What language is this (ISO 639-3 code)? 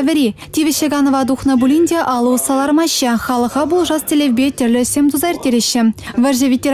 chv